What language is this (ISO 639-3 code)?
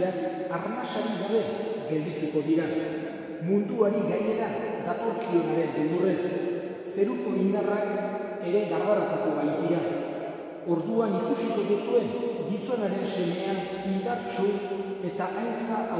eus